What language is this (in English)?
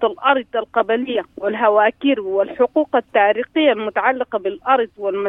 Sudanese Arabic